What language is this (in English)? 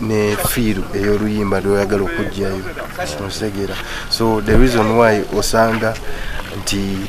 Ganda